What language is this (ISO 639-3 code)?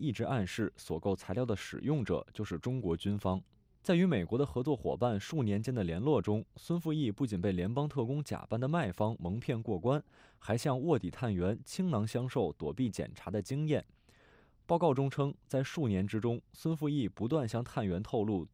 zho